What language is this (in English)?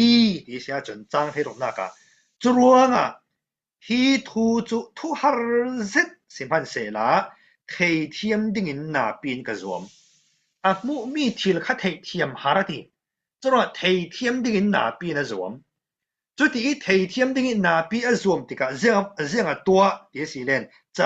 Falam Chin